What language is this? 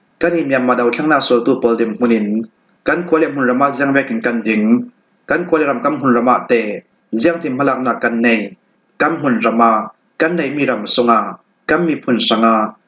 Falam Chin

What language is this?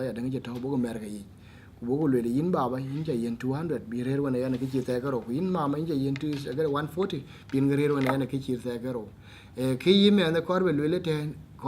Dinka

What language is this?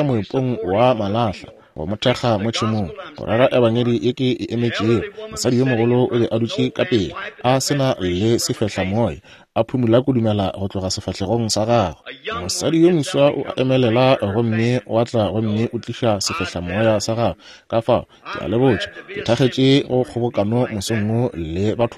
Northern Sotho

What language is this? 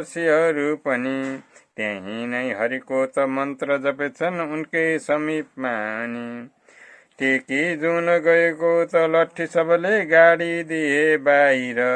Nepali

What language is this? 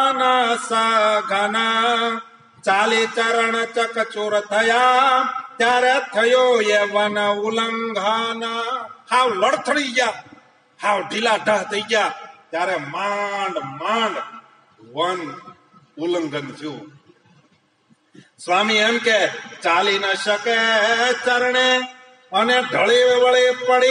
Gujarati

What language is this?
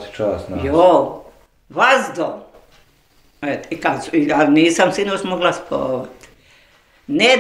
Bosnian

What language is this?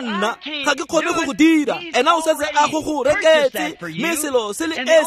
Tswana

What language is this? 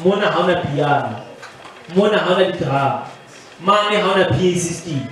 Southern Sotho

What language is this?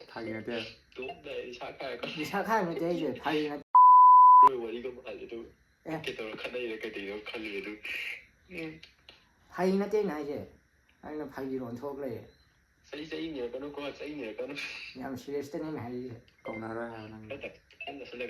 Manipuri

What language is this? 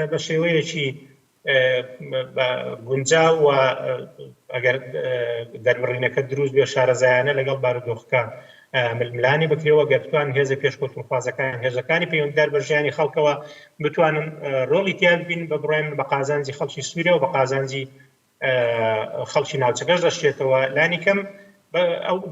Central Kurdish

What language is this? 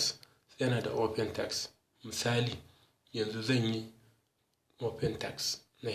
Hausa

